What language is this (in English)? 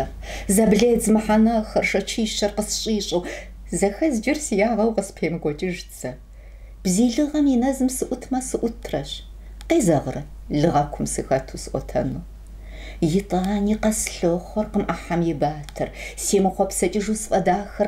Kabardian